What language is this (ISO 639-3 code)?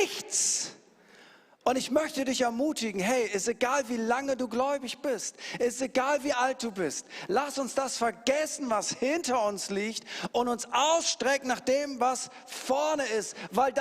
gsw